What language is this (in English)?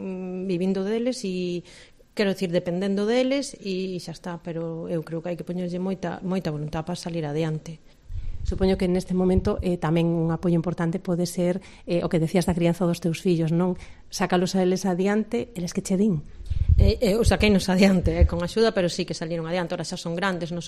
Galician